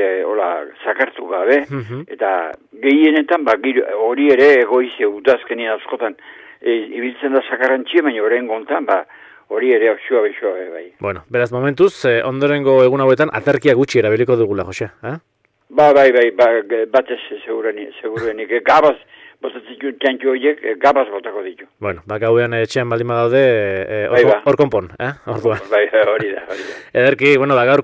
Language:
Basque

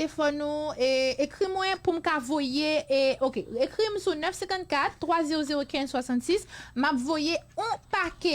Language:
Haitian Creole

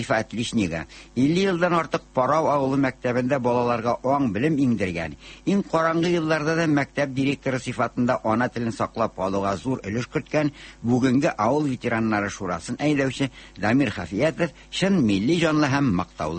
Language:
Tatar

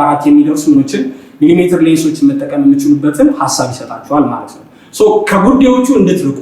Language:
Amharic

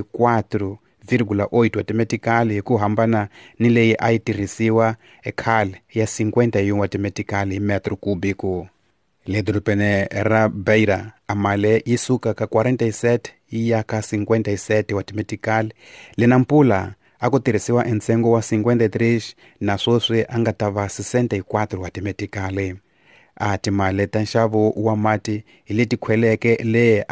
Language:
Tsonga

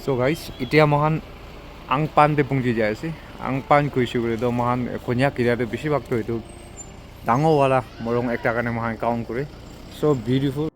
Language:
Naga Pidgin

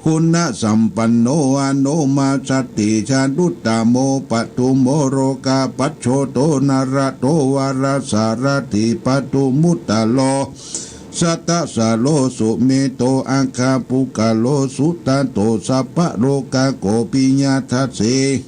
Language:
Pali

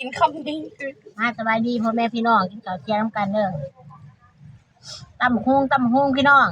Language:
Lao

